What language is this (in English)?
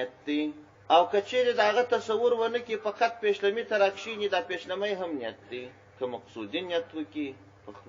Pashto